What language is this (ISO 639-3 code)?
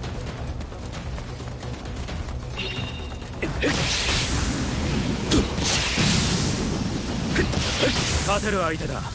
jpn